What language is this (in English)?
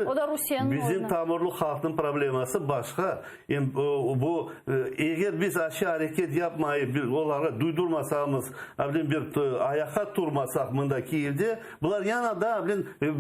Crimean Tatar